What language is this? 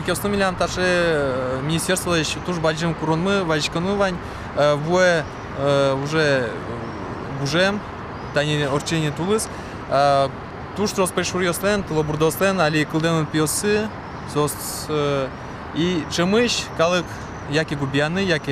Udmurt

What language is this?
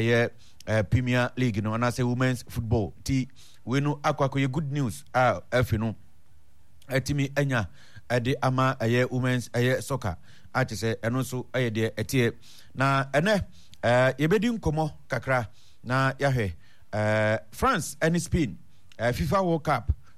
Akan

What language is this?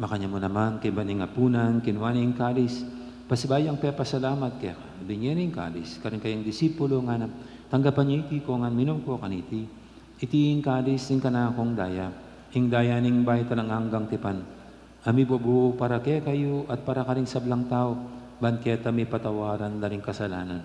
Pampanga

